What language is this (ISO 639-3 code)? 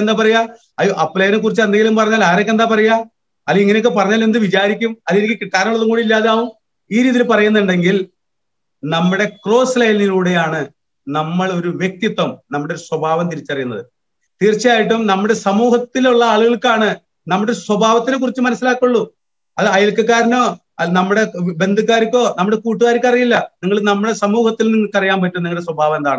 mal